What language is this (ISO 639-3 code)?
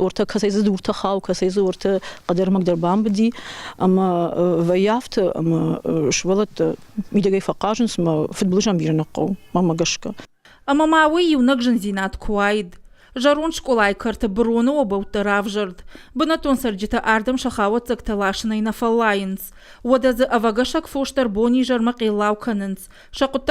oss